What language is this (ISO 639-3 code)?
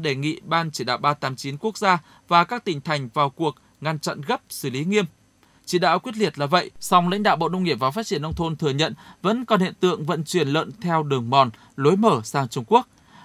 vie